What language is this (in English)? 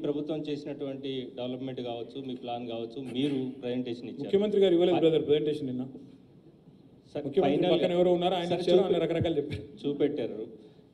Telugu